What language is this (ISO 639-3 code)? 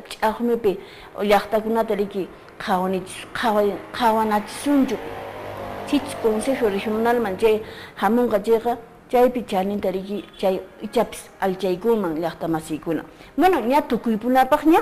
que